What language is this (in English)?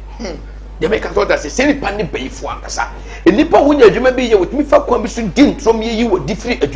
Akan